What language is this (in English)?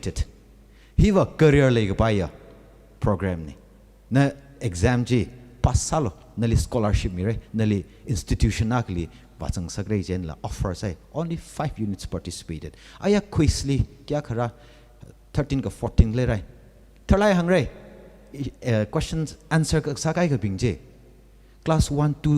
Tangkhul Naga (India)